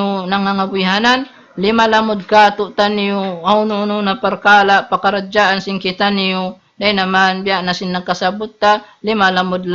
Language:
Tausug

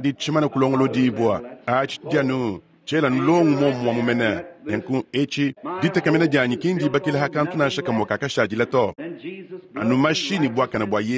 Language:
Luba-Lulua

